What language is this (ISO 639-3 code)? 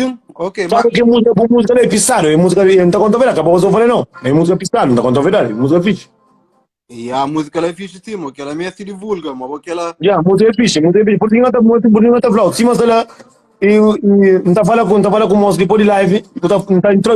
kea